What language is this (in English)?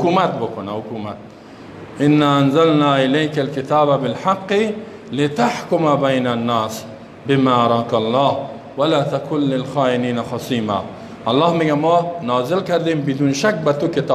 Persian